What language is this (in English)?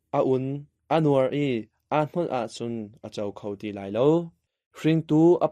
Hakha Chin